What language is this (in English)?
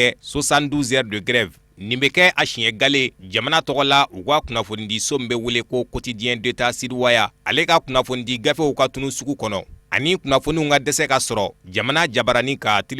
Bambara